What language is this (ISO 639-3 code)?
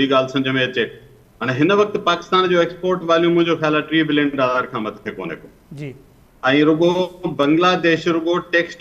snd